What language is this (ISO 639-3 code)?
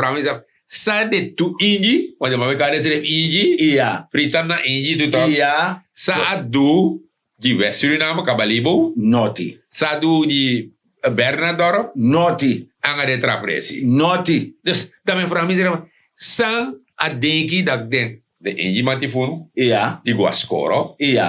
srn